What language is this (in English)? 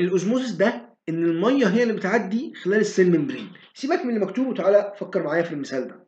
Egyptian Arabic